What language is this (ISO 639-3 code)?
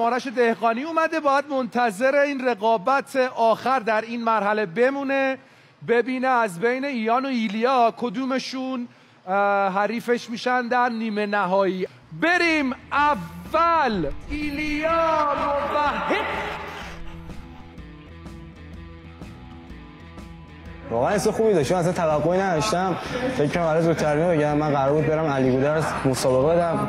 fas